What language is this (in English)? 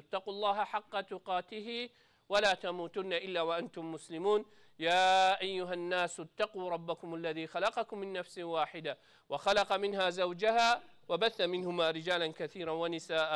Kurdish